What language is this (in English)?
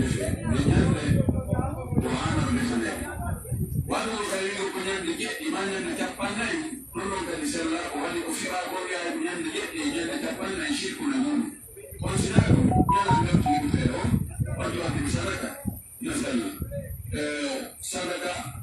Pular